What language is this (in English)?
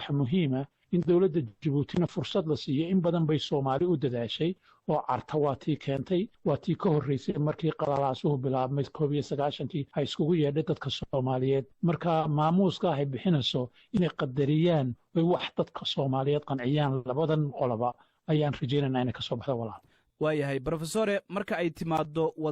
Somali